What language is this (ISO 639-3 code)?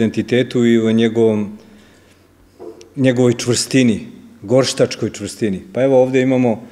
srp